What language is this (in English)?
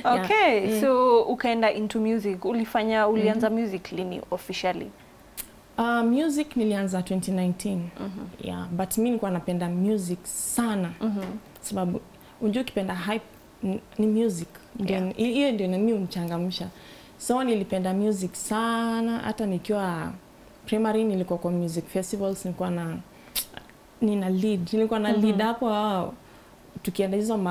Swahili